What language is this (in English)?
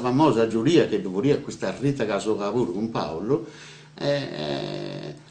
Sardinian